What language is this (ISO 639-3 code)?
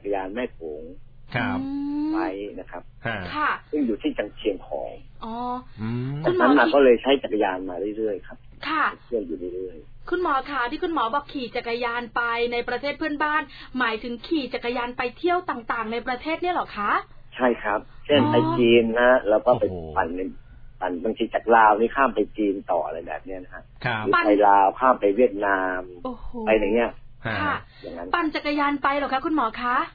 tha